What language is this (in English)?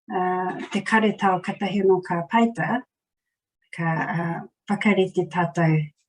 Māori